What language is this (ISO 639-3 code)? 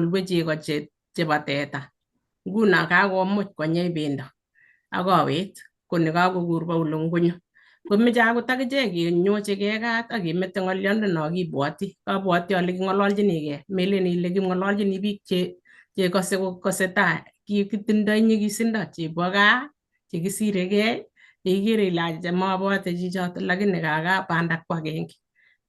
kln